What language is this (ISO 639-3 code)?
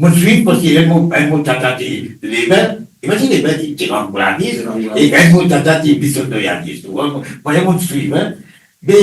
mfe